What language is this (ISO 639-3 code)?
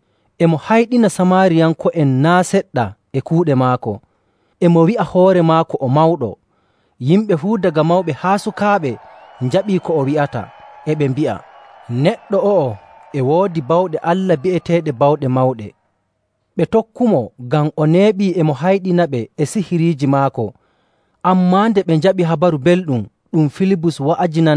fuv